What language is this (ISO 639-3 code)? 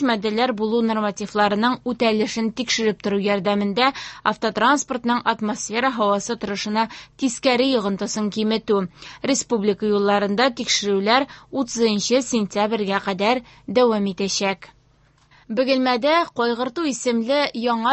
tat